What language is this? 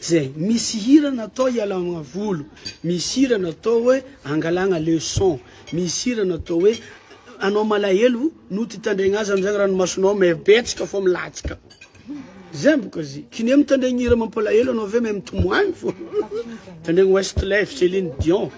Malagasy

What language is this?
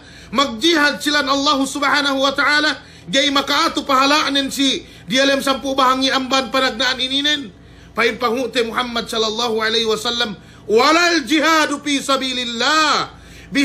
Yakan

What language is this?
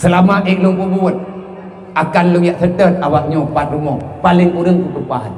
Achinese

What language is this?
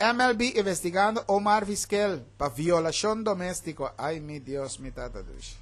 Papiamento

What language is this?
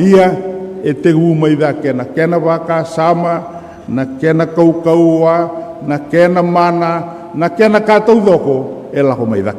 Fijian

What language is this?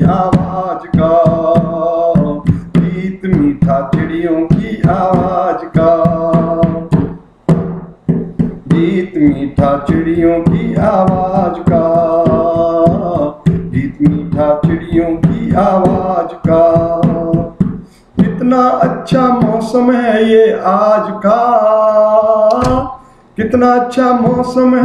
Hindi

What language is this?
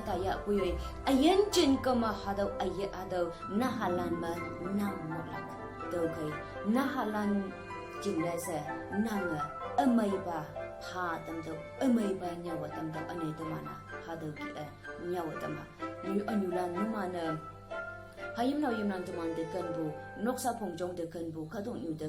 Konyak Naga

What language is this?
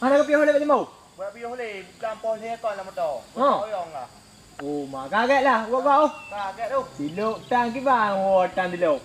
Achinese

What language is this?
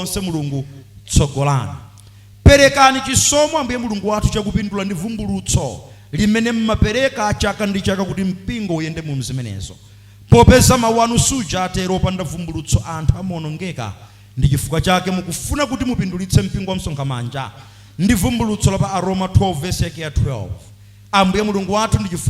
Nyanja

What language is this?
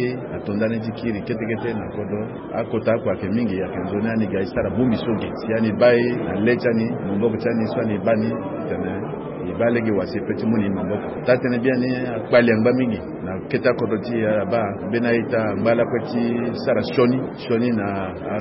Sango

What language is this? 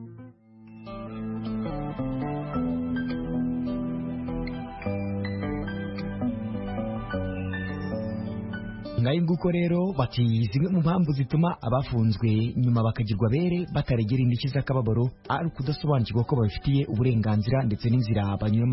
Kinyarwanda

